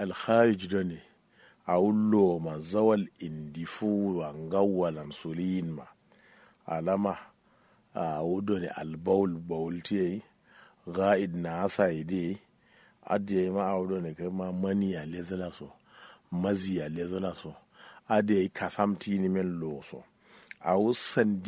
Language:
Kanuri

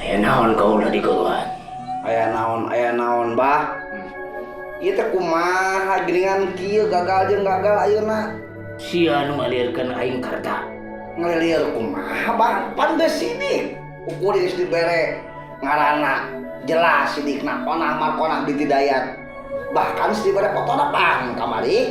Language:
Sundanese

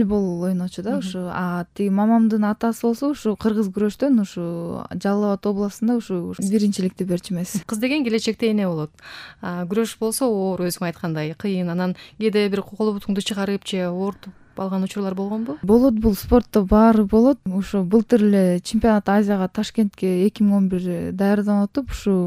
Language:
Kyrgyz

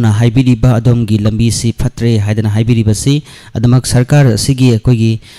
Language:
Manipuri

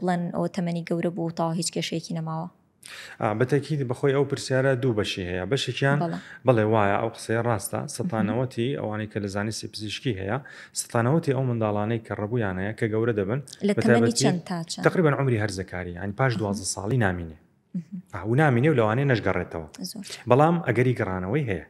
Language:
Central Kurdish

